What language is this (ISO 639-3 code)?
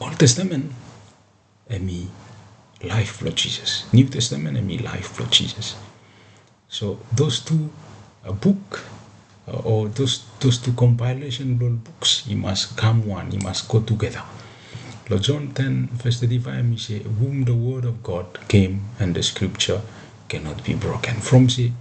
bis